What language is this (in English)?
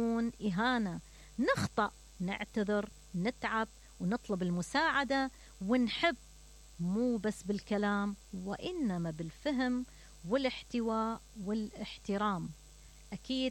Mesopotamian Arabic